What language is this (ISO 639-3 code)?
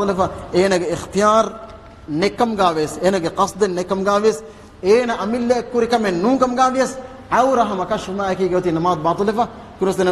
div